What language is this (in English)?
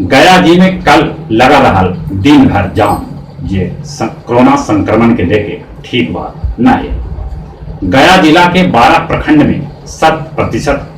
Magahi